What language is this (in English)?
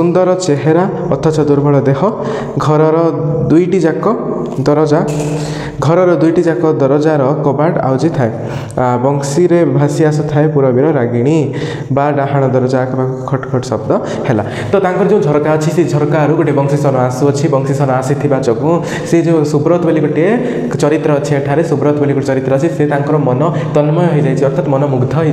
Odia